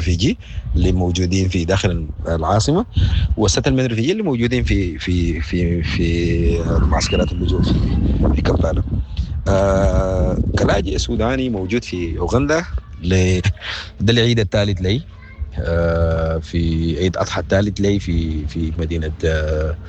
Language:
Sudanese Arabic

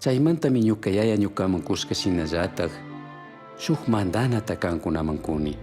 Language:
Chimborazo Highland Quichua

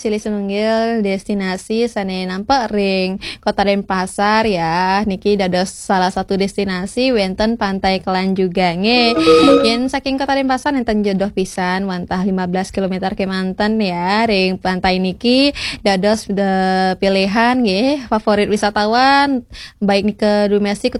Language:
Balinese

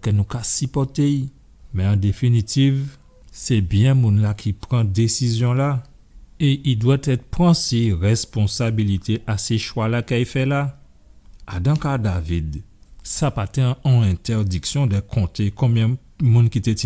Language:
Guadeloupean Creole French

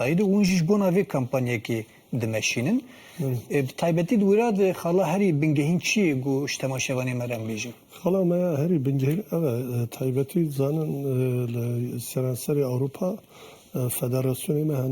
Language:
Kurdish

